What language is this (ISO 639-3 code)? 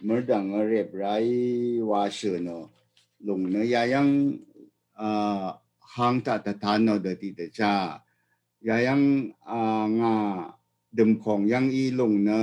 raw